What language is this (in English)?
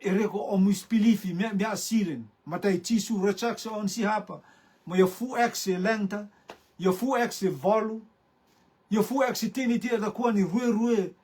Rotuman